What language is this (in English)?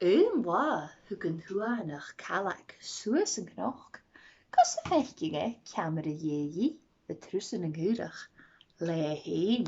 Scottish Gaelic